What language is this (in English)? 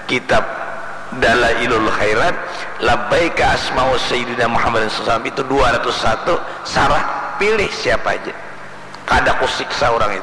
Banjar